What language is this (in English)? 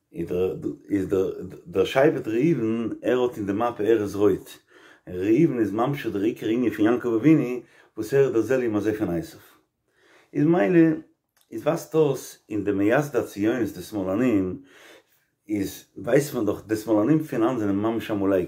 Yiddish